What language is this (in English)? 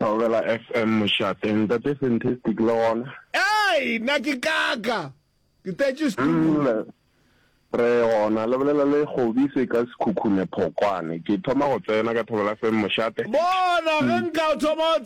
Northern Sotho